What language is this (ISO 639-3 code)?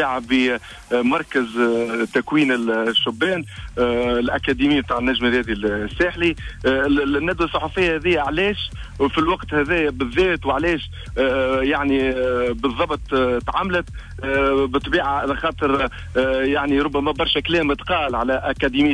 aeb